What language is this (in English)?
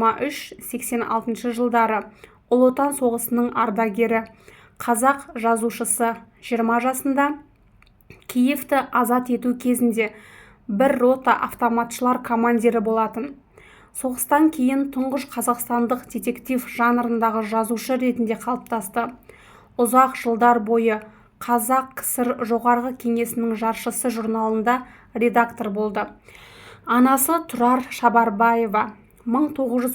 Kazakh